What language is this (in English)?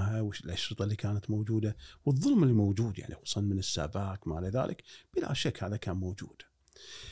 Gulf Arabic